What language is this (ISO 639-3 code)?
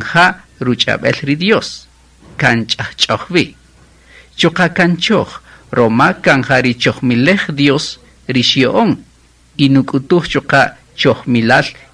cak